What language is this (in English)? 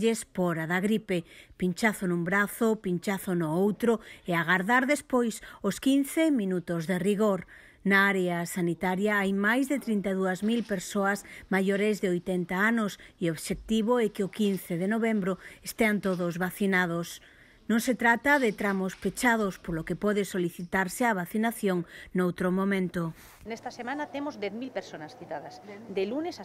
Galician